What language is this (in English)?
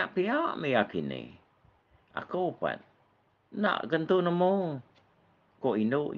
Iban